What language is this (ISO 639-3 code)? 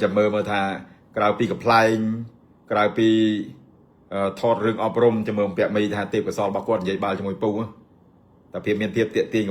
khm